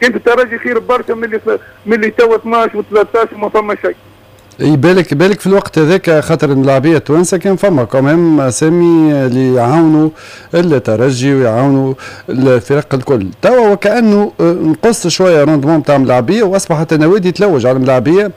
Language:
Tunisian Arabic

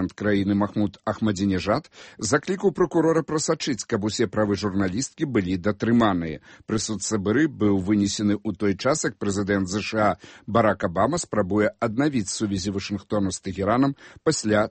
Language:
Belarusian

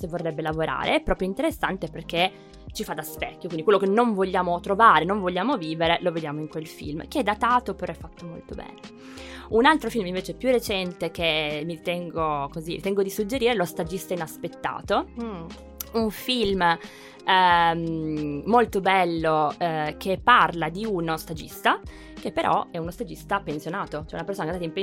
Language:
Italian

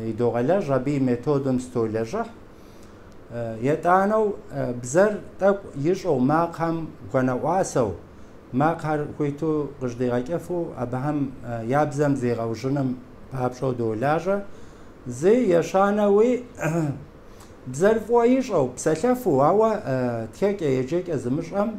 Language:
Kabardian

